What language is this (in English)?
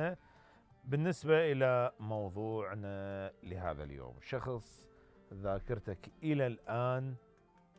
Mesopotamian Arabic